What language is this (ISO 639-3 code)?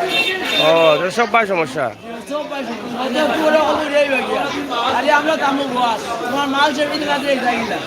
syl